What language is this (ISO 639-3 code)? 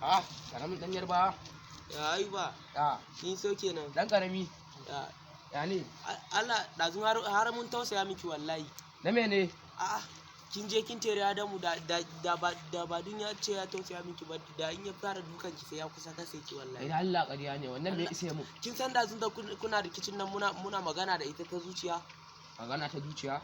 hau